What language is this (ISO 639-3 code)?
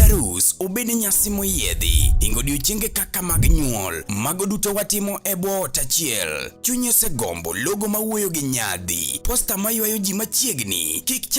luo